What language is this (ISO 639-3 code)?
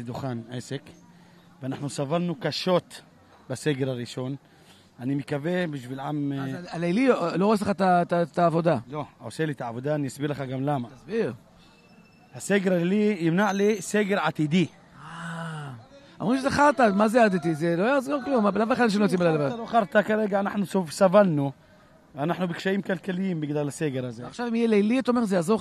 heb